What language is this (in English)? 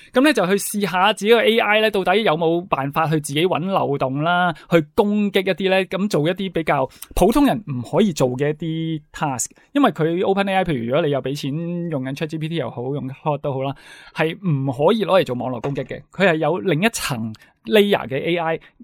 Cantonese